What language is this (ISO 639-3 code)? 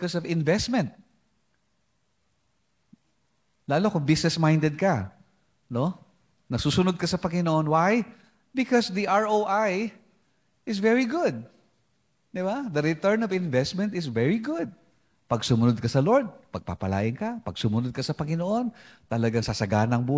fil